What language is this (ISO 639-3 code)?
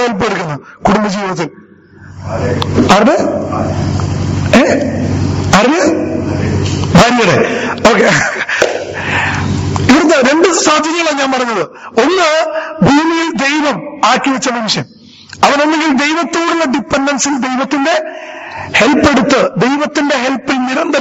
mal